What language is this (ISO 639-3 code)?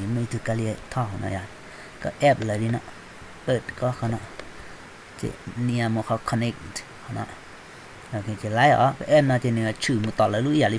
hmn